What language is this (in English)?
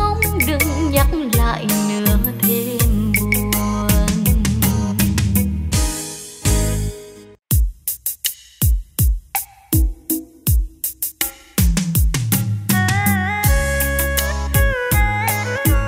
Vietnamese